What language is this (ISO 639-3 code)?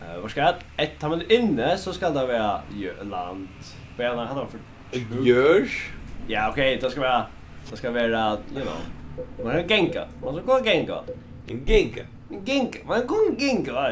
fao